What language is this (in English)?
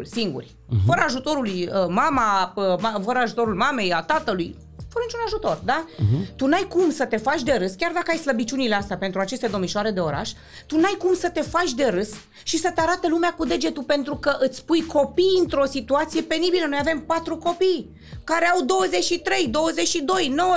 Romanian